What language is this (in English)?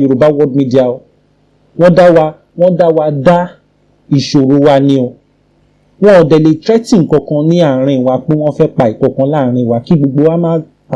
Yoruba